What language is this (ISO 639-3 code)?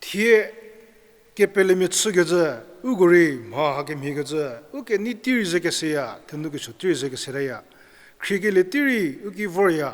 njm